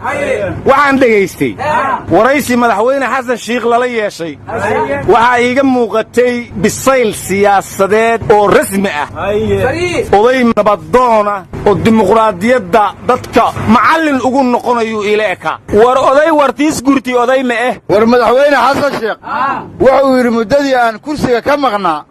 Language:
Somali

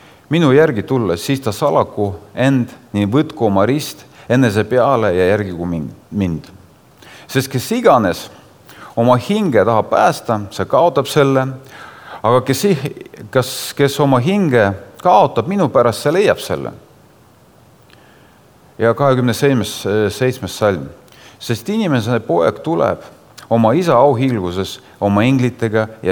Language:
Estonian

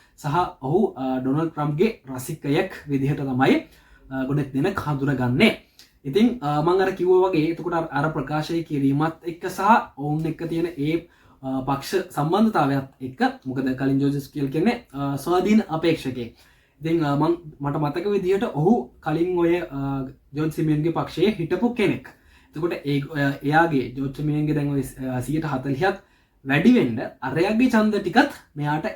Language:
Sinhala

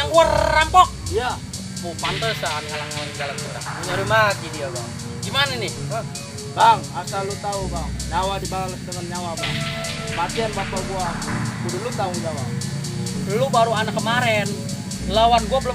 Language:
Betawi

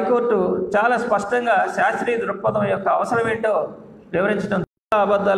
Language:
Telugu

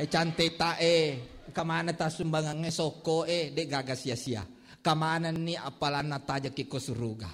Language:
Buginese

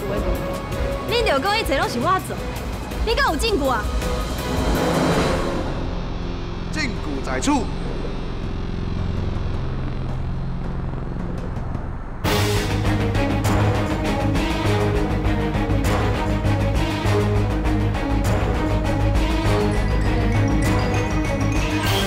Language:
Min Nan Chinese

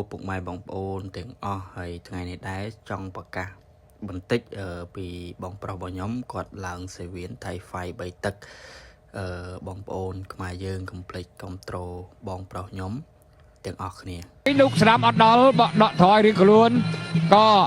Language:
Khmer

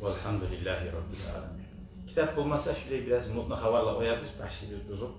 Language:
Kumyk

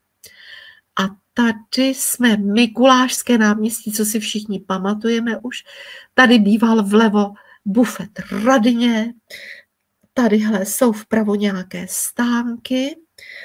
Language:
Czech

